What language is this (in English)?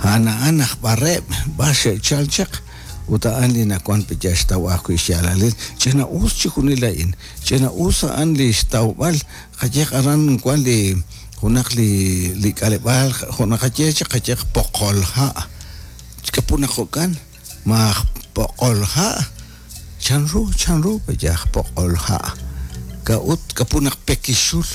Kekchí